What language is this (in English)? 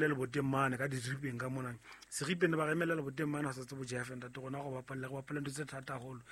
Southern Sotho